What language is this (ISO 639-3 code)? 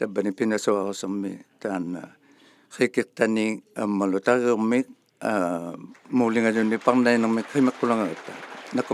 iku